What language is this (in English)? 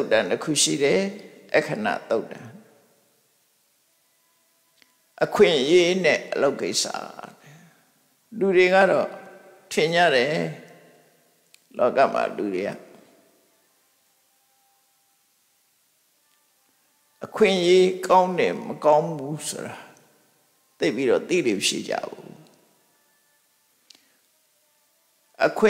Burmese